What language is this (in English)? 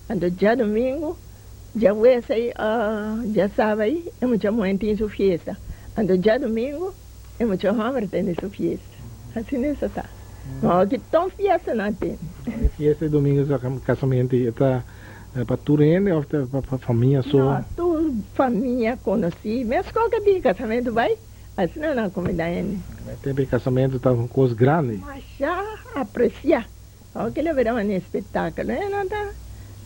Papiamento